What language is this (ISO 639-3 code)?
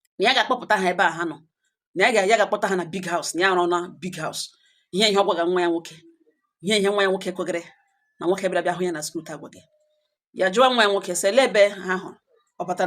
ibo